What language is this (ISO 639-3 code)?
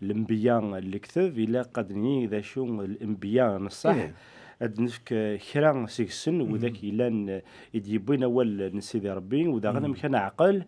kab